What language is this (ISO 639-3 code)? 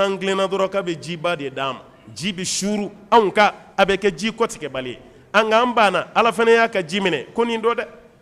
bam